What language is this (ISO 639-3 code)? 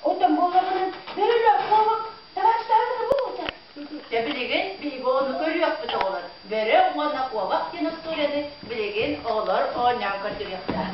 sah